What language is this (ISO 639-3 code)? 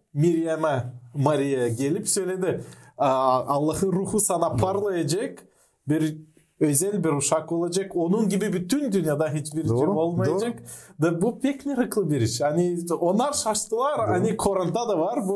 gag